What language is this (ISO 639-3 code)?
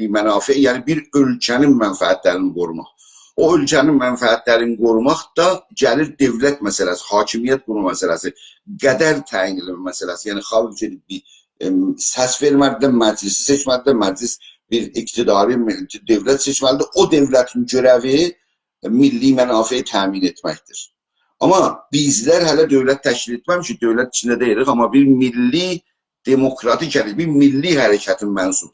azb